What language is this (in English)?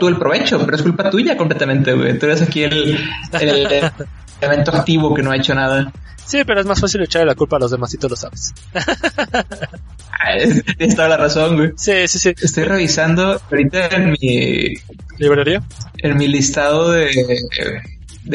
Spanish